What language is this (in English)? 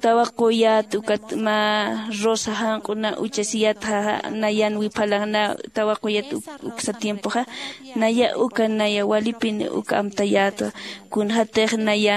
Aymara